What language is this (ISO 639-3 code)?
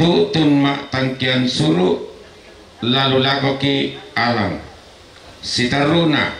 sda